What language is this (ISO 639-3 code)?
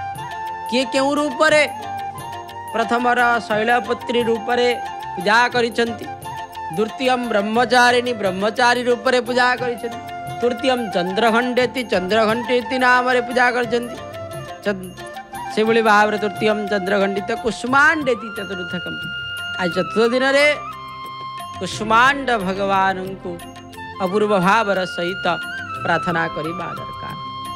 ori